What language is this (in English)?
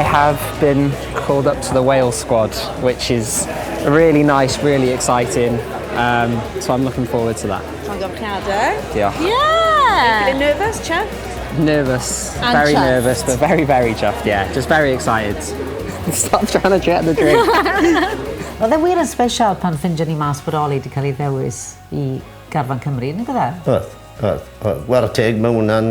Welsh